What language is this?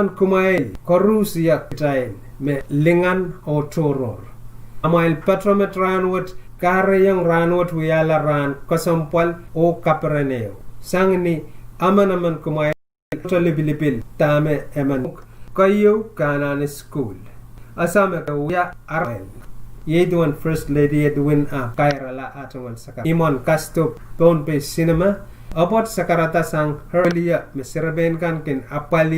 Pohnpeian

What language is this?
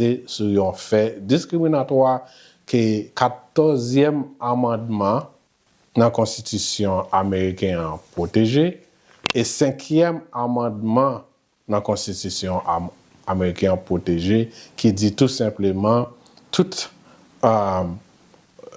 Haitian Creole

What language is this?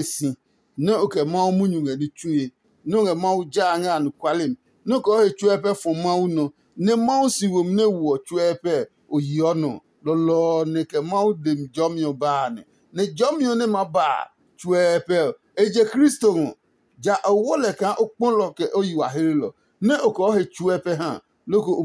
Adangme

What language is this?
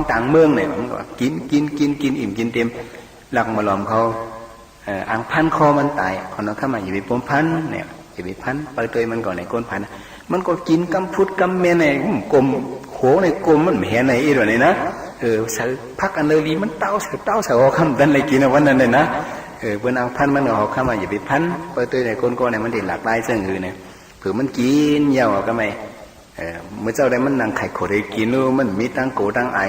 Shan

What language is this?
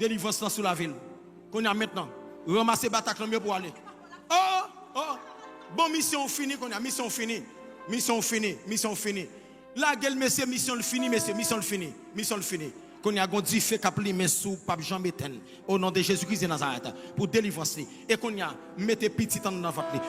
Haitian Creole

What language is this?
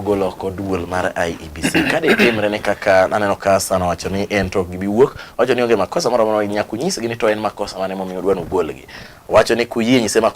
Luo (Kenya and Tanzania)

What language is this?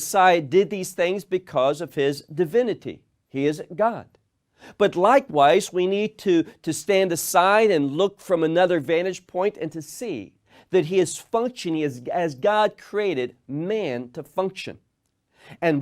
English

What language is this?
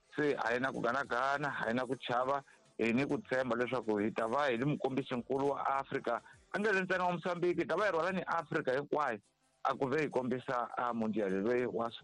Tsonga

